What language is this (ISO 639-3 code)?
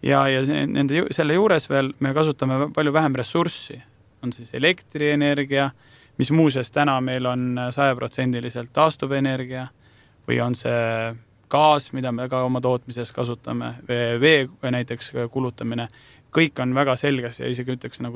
est